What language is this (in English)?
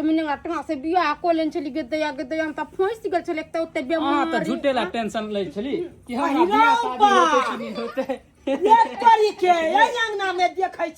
Maithili